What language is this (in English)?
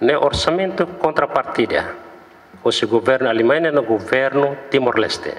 Tetum